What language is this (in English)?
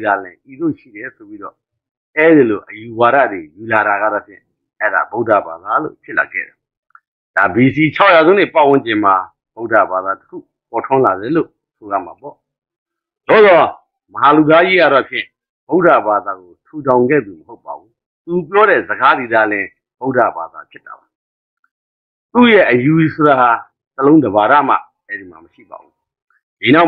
Burmese